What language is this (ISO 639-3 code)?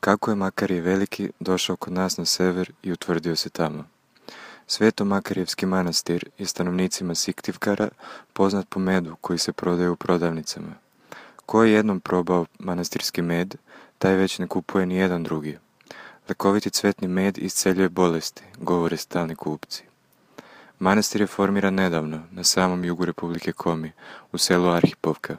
srp